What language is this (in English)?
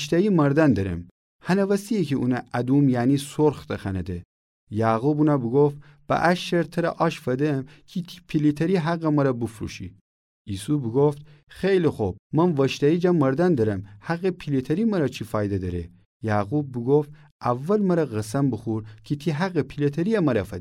Gilaki